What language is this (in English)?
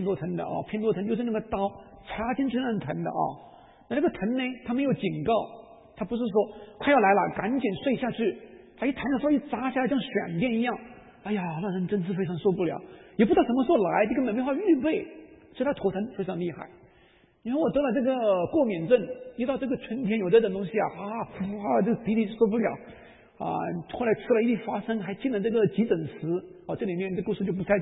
Chinese